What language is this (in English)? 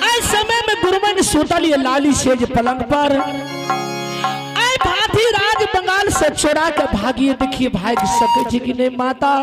Maithili